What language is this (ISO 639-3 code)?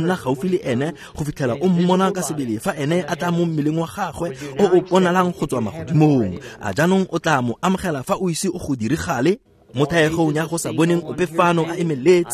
tsn